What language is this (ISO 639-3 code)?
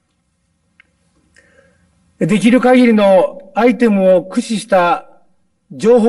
jpn